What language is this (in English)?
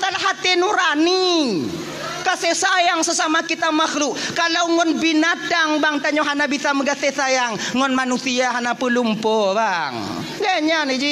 Achinese